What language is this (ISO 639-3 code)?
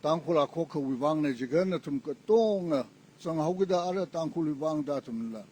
nmf